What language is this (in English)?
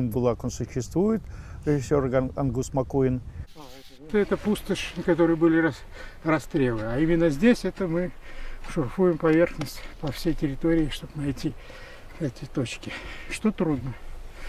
Russian